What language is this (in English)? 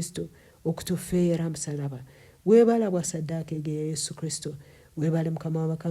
Nyankole